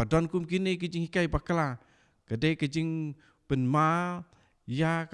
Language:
Khasi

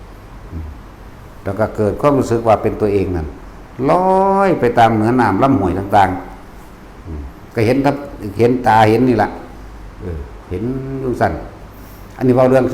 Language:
Northeastern Thai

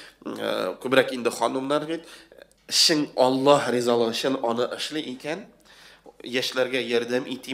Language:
Tatar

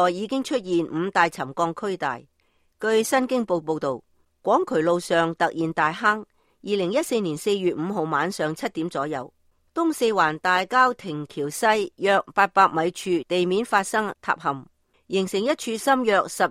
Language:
Cantonese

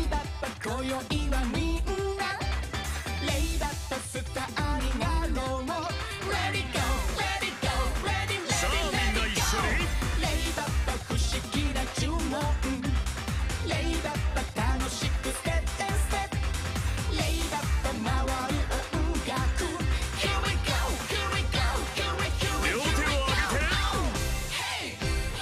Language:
Japanese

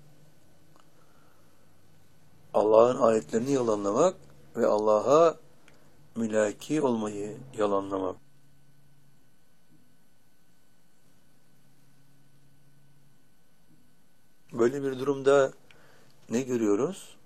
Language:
Turkish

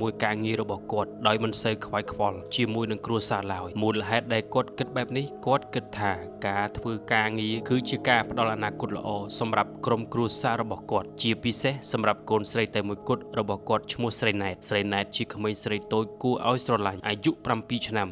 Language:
Khmer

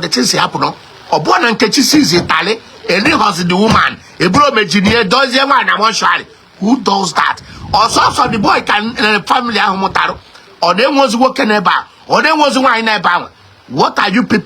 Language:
Igbo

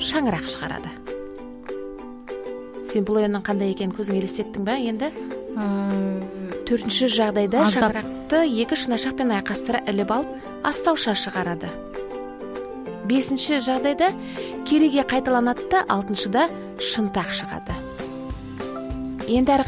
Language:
Kazakh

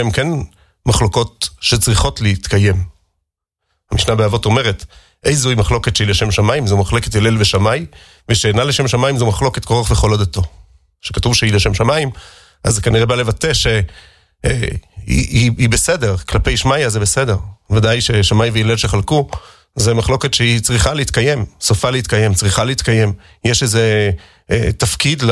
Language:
Hebrew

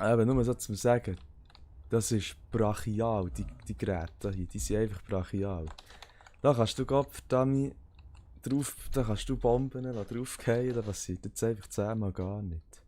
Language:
Swiss German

